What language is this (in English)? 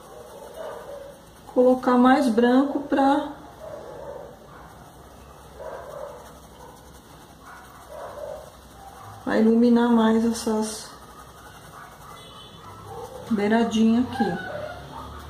Portuguese